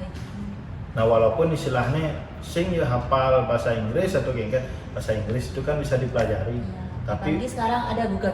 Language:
Balinese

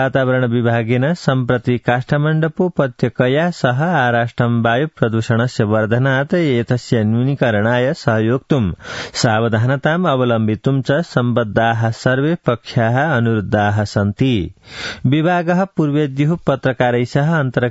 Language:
Sanskrit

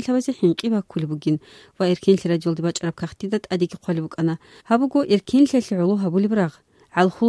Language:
Avaric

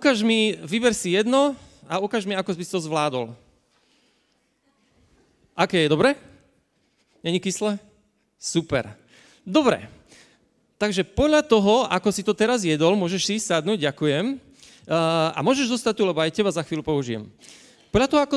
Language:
Slovak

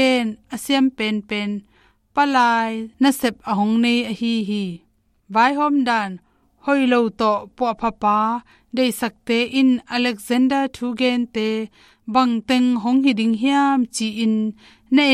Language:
Tedim Chin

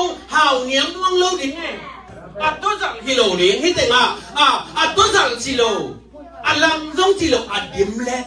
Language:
Tedim Chin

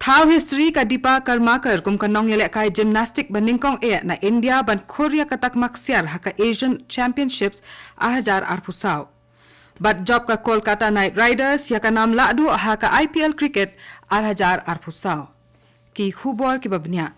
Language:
Khasi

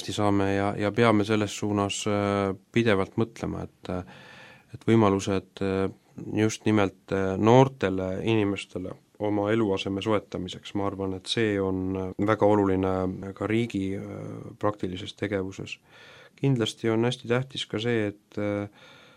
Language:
Estonian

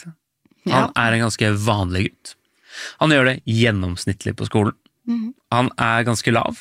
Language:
Norwegian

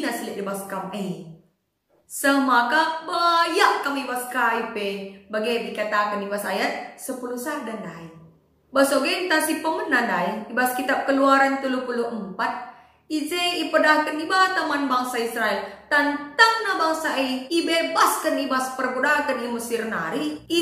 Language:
Batak Karo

